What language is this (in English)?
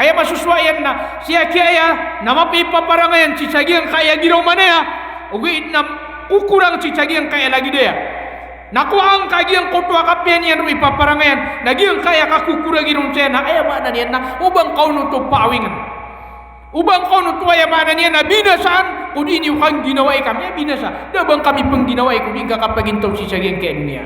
Maranao